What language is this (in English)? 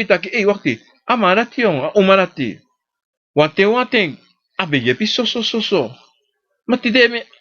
Sranan Tongo